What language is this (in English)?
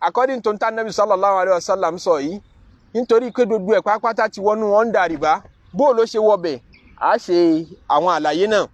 Yoruba